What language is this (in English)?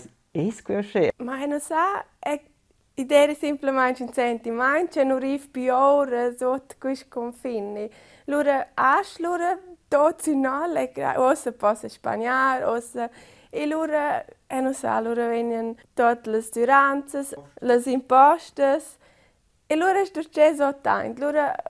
Romansh